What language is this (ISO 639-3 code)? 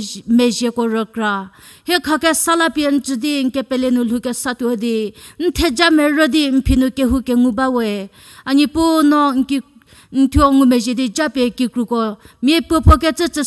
njm